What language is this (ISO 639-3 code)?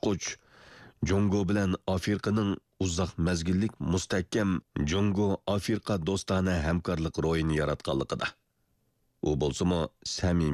uig